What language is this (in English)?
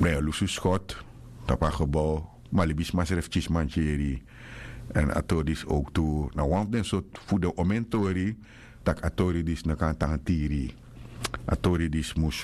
Sranan Tongo